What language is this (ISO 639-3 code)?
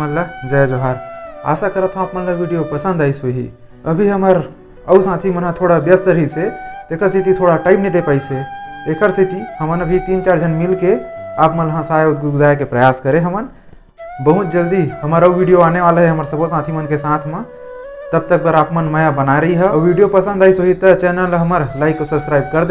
hne